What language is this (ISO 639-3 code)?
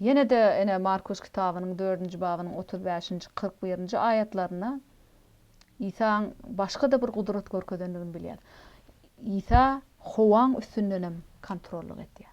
tuk